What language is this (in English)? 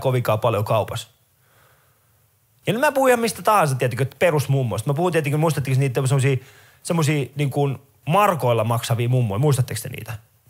Finnish